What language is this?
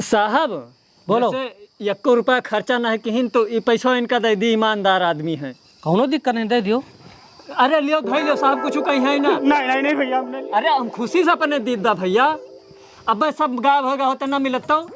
Awadhi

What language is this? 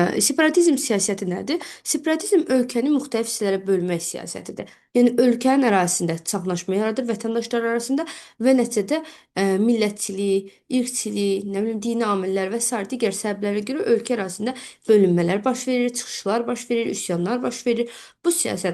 Azerbaijani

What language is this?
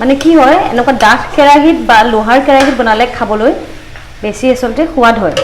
Assamese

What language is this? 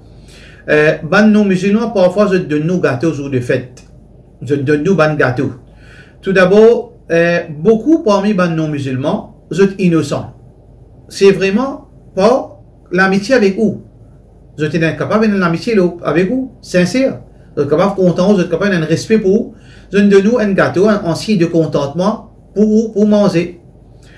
Morisyen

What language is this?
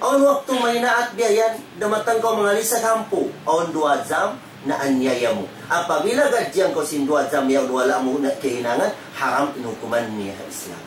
Tausug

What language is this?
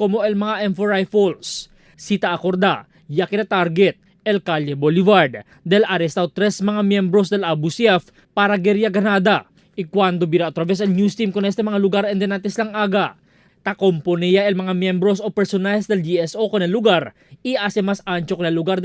Chavacano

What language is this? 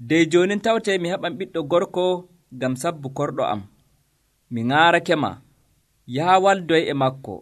Nigerian Fulfulde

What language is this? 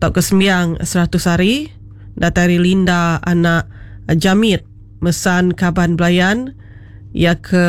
Iban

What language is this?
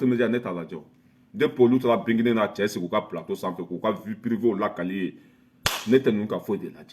Bambara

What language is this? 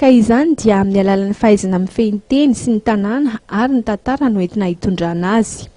Malagasy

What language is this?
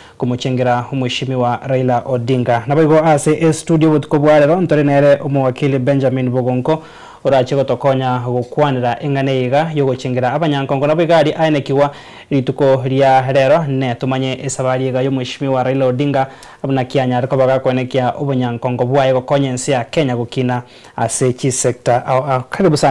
Gusii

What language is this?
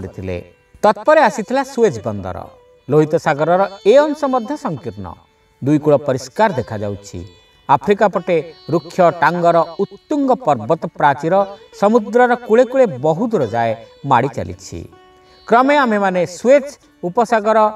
Odia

